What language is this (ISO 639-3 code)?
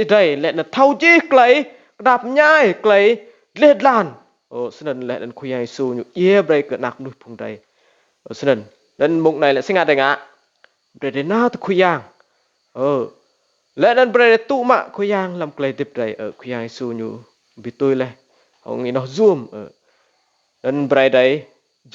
rad